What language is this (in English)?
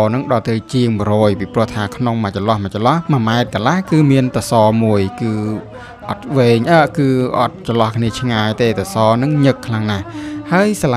Khmer